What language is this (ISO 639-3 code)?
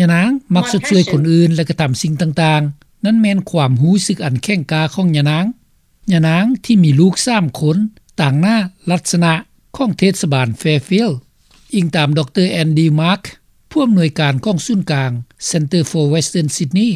lao